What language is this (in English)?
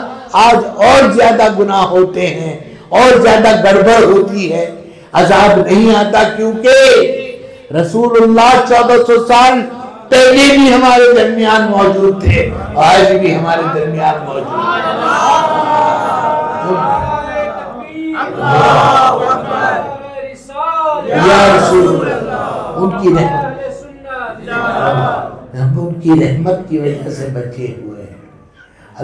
Urdu